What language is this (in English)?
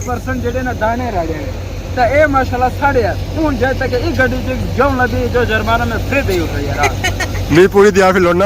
Pahari-Potwari